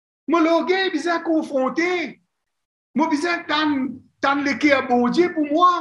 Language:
Morisyen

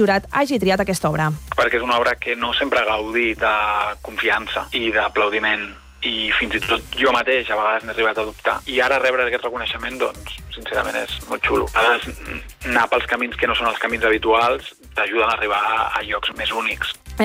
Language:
Catalan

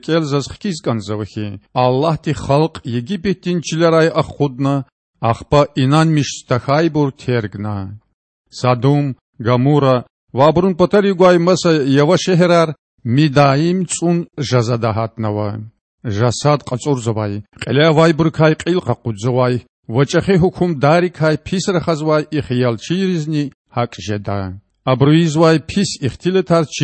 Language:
Lezghian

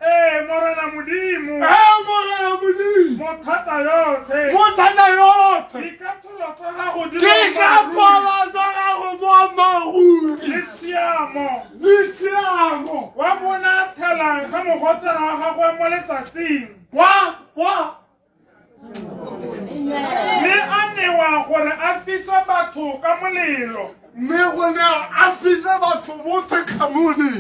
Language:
Tswana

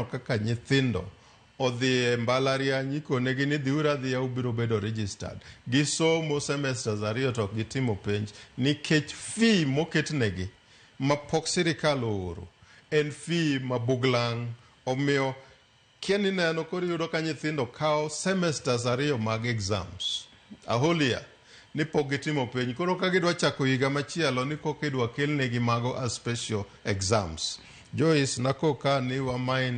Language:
Luo (Kenya and Tanzania)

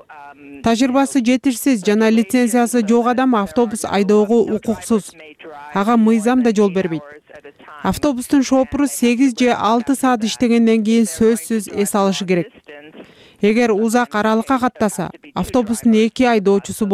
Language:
Kyrgyz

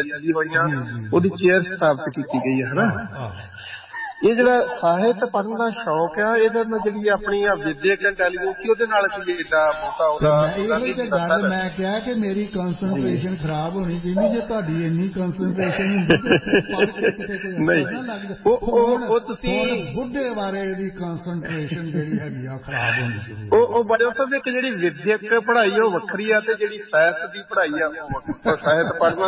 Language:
Punjabi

